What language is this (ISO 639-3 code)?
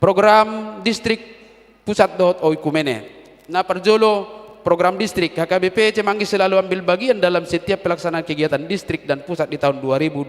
bbc